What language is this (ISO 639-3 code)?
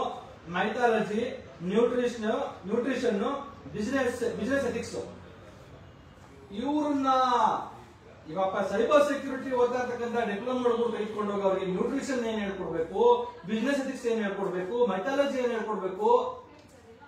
kan